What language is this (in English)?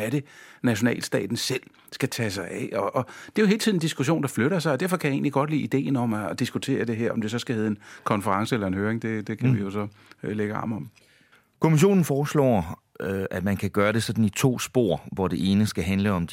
Danish